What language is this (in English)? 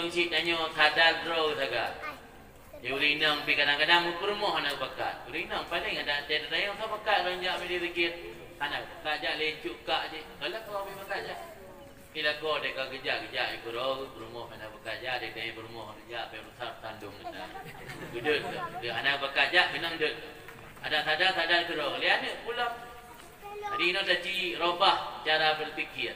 Achinese